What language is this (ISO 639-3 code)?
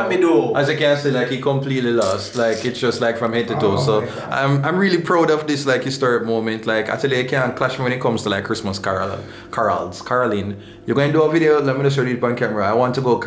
jam